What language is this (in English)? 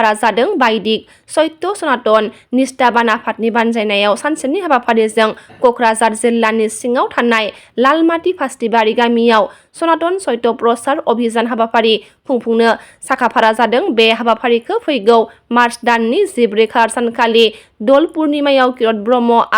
Bodo